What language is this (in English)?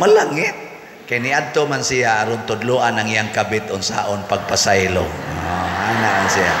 Cebuano